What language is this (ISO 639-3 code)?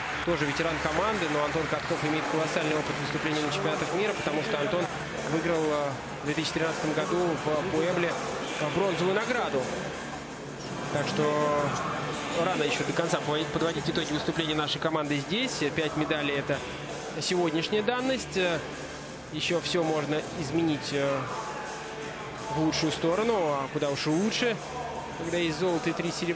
rus